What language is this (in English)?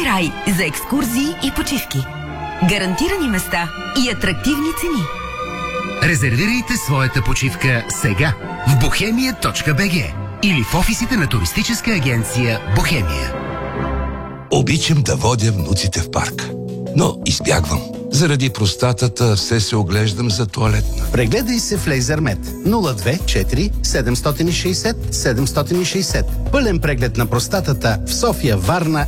Bulgarian